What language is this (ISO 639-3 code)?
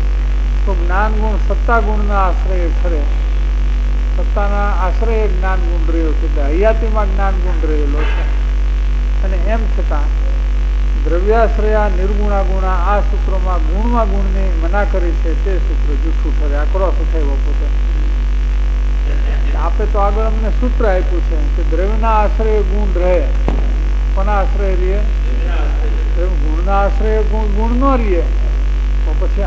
guj